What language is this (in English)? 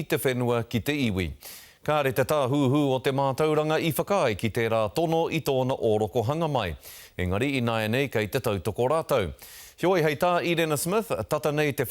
Māori